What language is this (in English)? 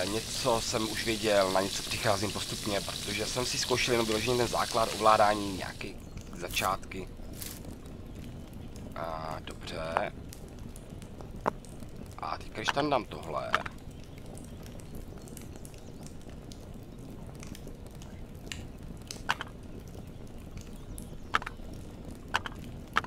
Czech